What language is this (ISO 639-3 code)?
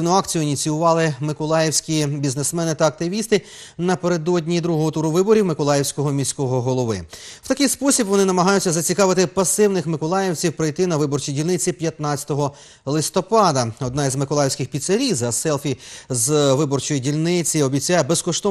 ukr